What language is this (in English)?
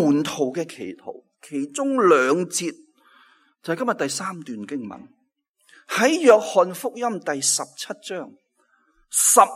Cantonese